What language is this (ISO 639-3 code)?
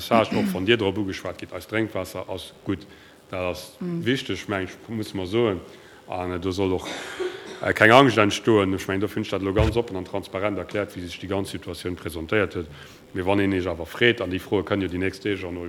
ltz